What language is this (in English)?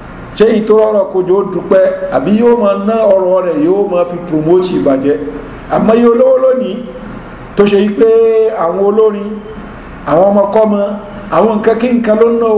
Yoruba